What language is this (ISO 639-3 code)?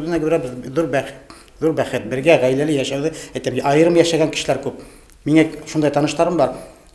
bak